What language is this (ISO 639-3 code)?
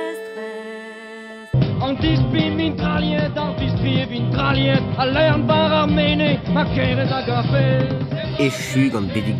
bre